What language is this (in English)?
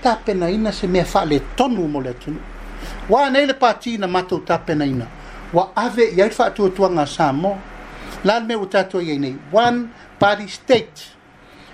Samoan